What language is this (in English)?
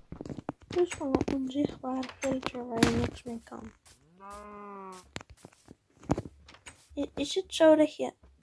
Dutch